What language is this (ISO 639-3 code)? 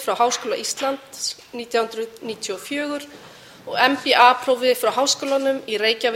isl